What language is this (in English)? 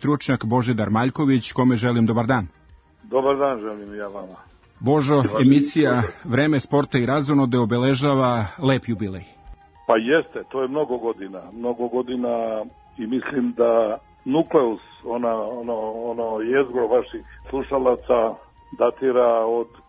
Serbian